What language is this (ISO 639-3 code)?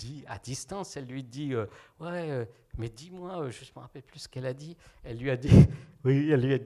fra